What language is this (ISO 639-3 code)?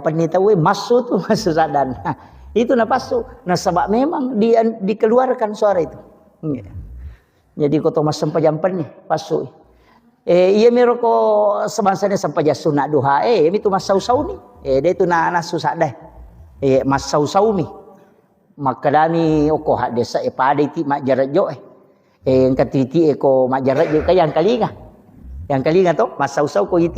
bug